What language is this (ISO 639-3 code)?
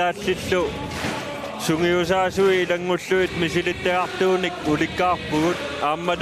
kal